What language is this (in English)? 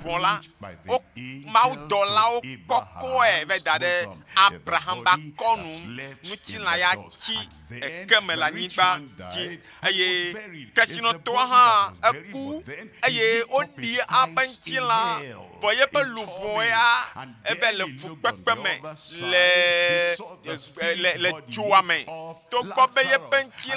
Ewe